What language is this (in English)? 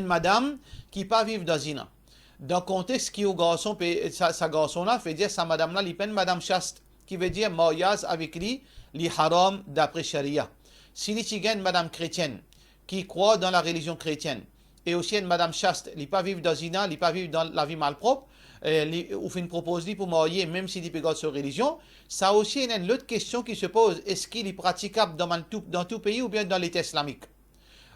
Morisyen